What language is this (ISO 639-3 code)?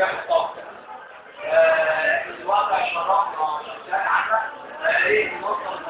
arz